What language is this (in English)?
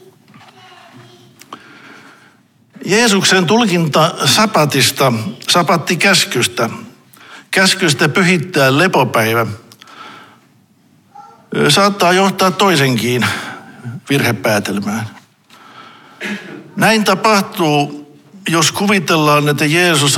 Finnish